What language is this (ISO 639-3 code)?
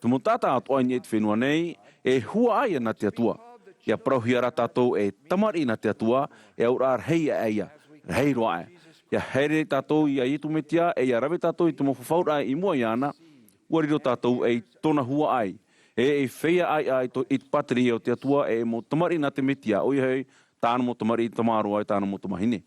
tah